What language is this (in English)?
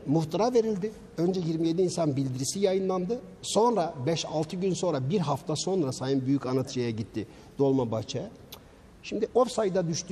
Turkish